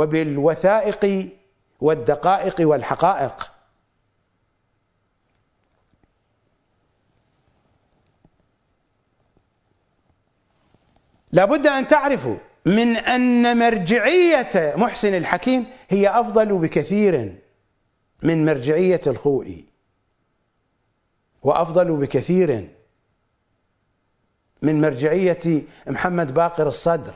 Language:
Arabic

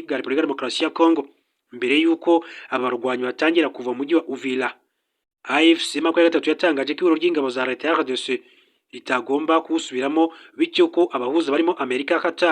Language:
Kinyarwanda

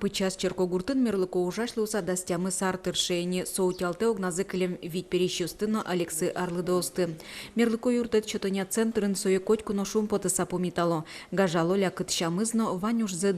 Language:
Udmurt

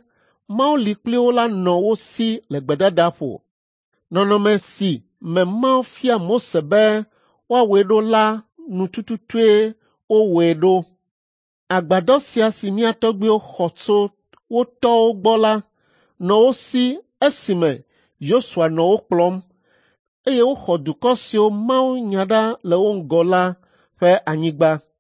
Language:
Ewe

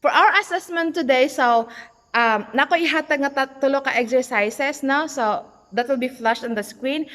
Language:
Cebuano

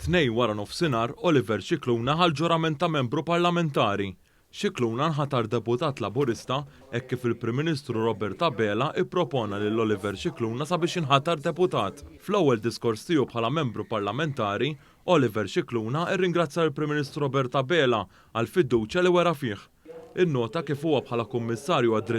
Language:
Maltese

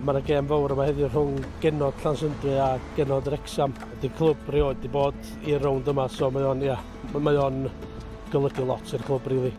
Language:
Welsh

